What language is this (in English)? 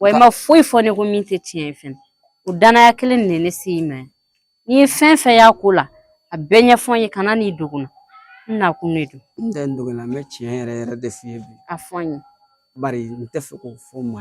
Bambara